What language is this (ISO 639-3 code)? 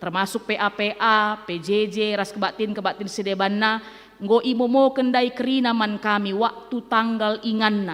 btx